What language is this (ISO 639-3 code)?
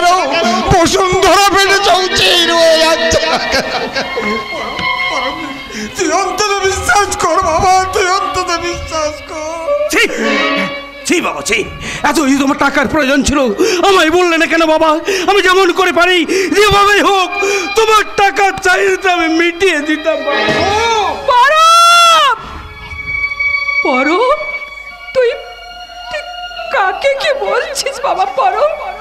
ben